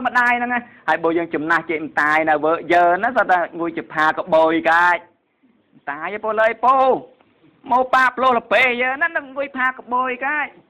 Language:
Khmer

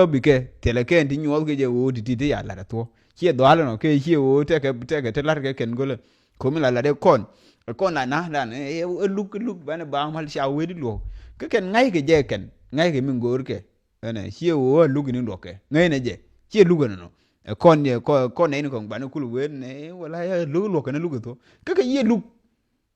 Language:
Nuer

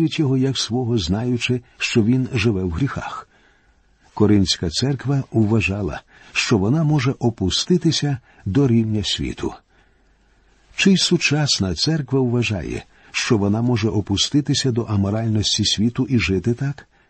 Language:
Ukrainian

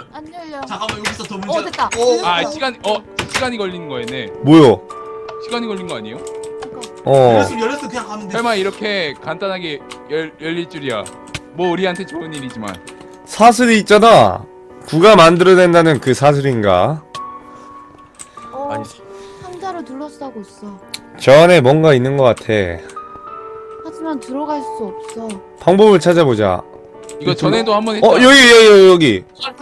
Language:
Korean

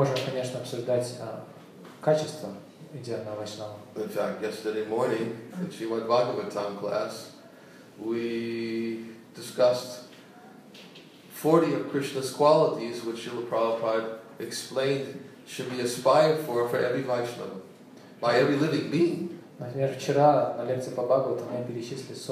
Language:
Russian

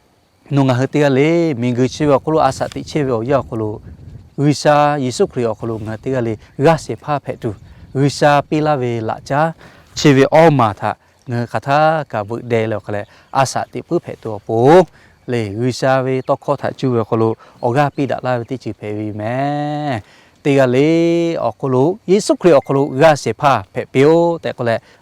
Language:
Lahu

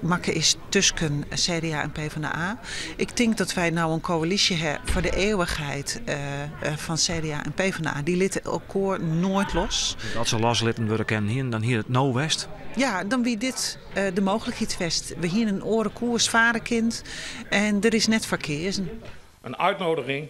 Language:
Western Frisian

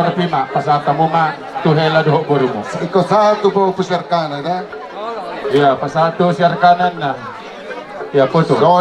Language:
Batak Toba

